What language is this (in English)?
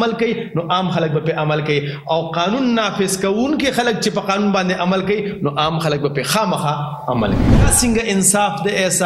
Pashto